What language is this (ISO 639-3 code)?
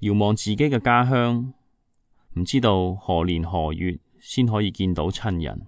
yue